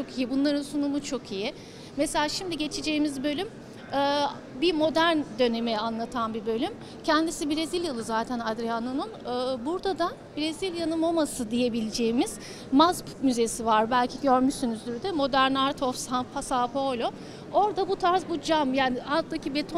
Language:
Turkish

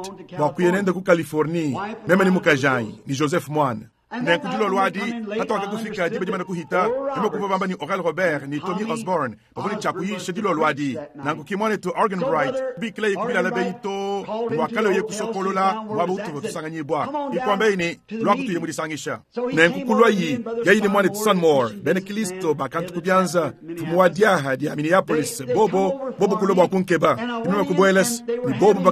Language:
Luba-Lulua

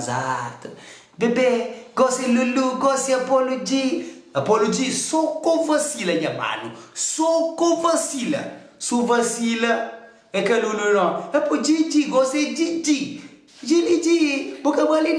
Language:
Kabuverdianu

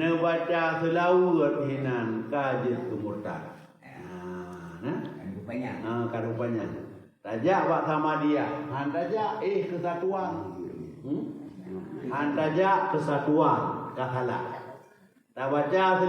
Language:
Achinese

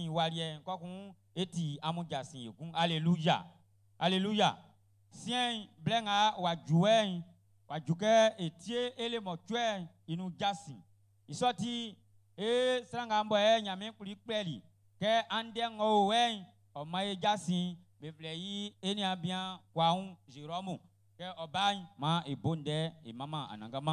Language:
Baoulé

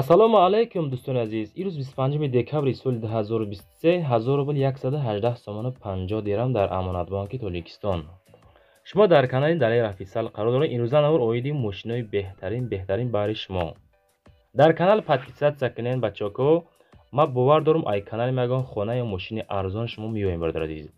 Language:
Tajik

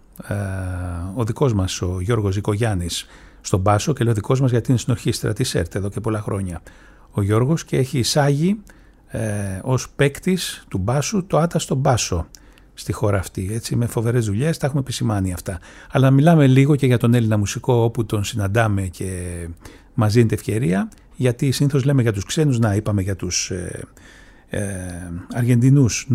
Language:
Greek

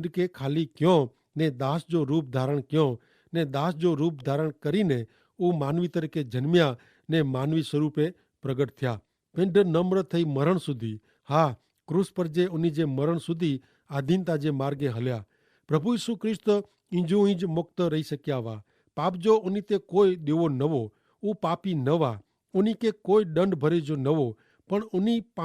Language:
Kachhi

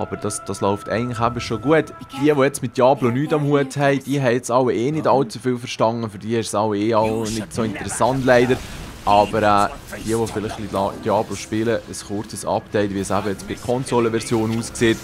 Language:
Swiss German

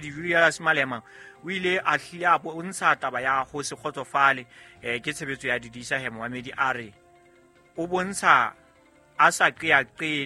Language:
Southern Sotho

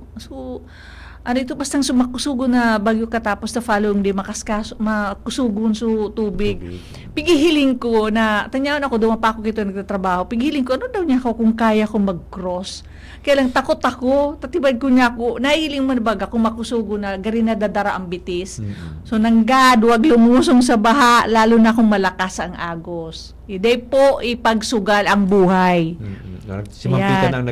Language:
Bikol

